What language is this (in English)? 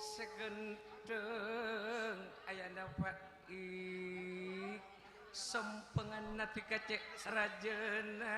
Madurese